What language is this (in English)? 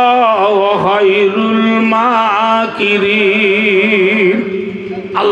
Rohingya